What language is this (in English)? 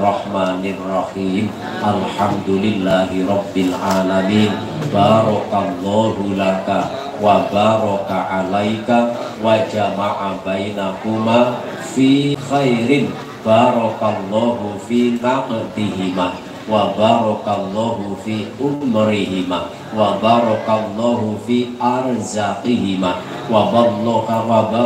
Javanese